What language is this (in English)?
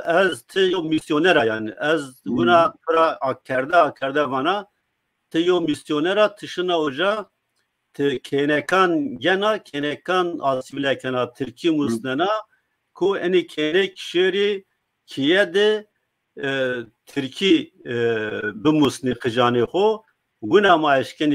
Zaza